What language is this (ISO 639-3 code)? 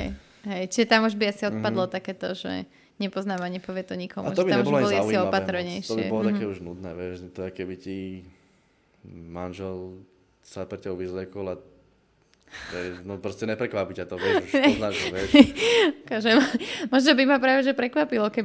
slk